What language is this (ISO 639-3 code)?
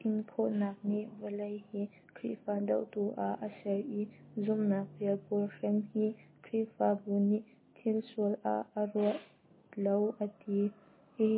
cnh